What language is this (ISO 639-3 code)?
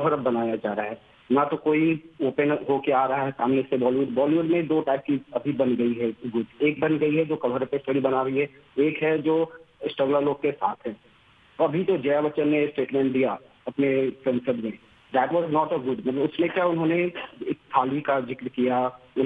hin